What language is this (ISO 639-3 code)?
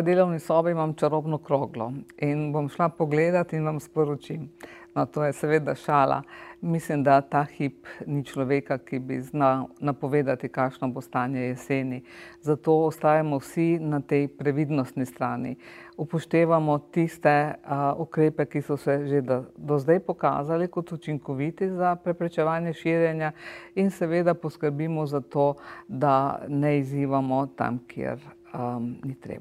slv